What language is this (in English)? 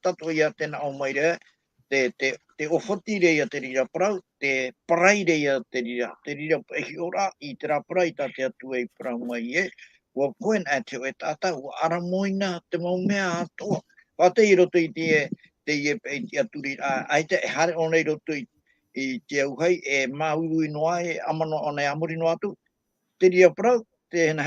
Tahitian